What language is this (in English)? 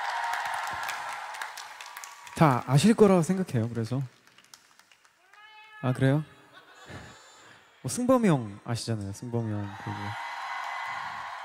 Korean